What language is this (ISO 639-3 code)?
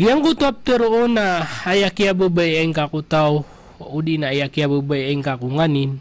mrw